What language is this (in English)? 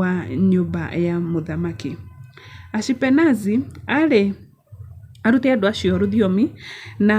Kikuyu